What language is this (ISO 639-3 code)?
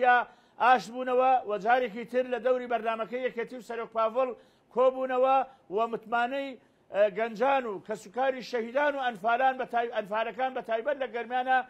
ckb